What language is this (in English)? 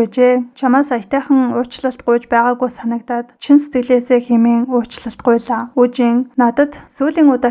Mongolian